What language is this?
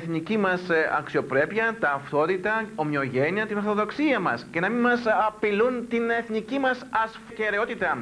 Greek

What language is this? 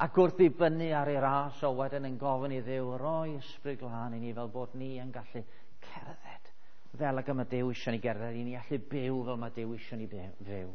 Welsh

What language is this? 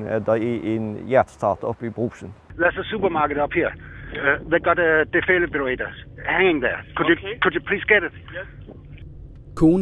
Danish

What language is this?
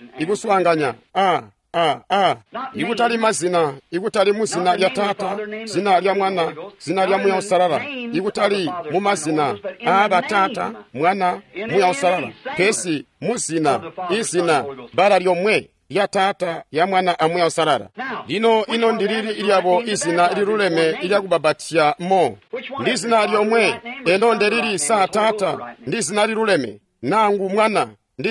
Tonga (Zambia)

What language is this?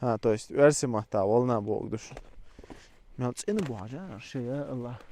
Chechen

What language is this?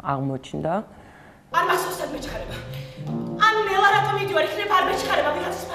Georgian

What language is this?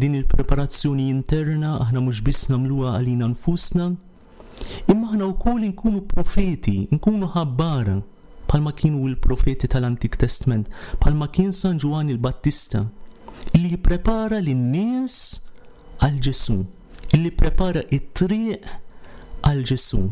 Maltese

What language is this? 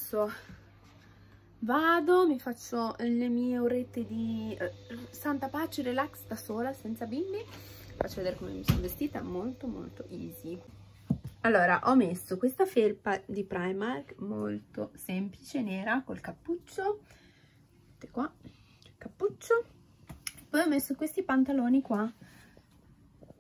Italian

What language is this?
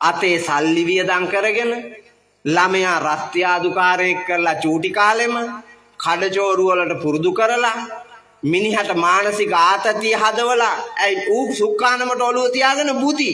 Sinhala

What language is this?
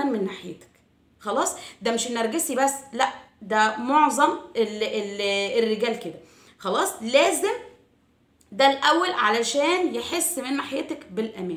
Egyptian Arabic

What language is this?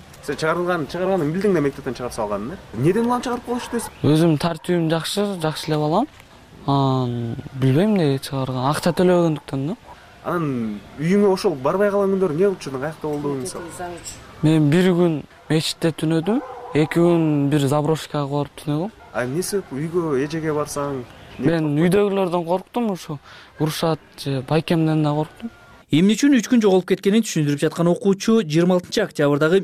Kyrgyz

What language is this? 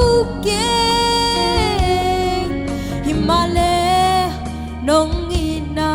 Tedim Chin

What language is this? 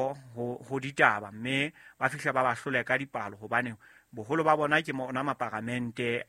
Southern Sotho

